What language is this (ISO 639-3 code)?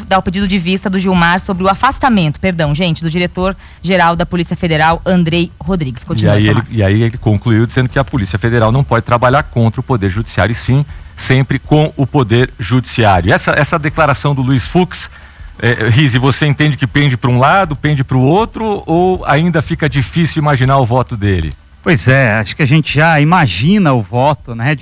por